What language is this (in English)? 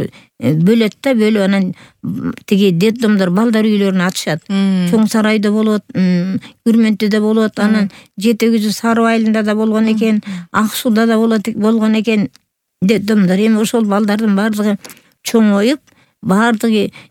Kyrgyz